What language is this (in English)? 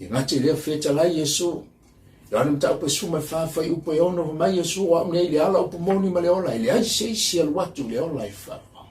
Samoan